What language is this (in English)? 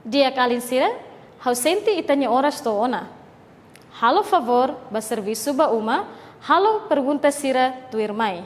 Tetum